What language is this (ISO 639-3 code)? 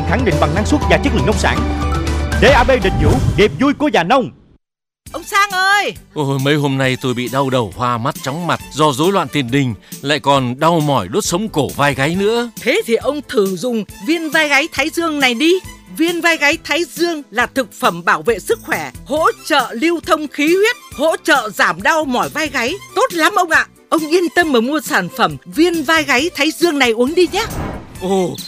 vie